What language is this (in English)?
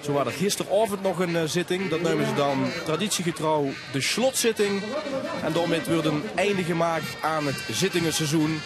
Limburgish